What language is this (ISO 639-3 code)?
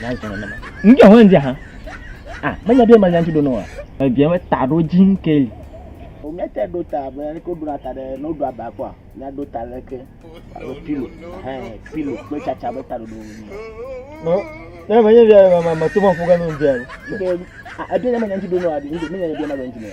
ewe